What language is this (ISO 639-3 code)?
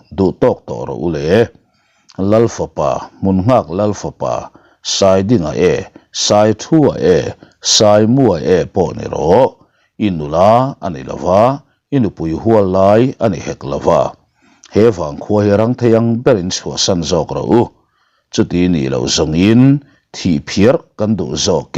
lus